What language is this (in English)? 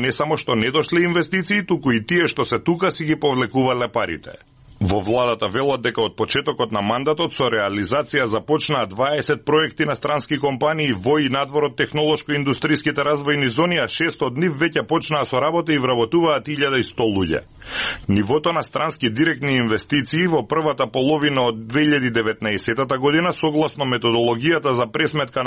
Macedonian